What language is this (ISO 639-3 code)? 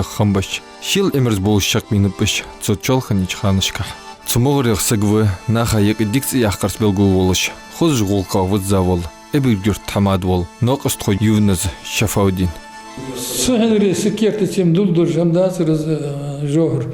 inh